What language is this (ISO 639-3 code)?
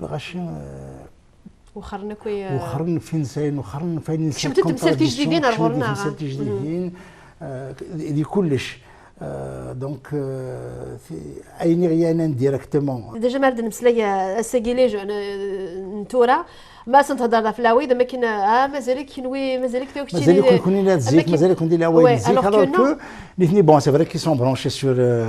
kab